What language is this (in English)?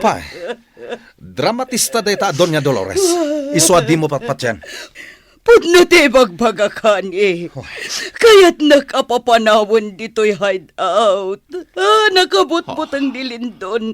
Iloko